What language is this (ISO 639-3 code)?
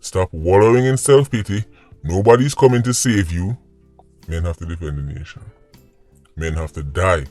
jam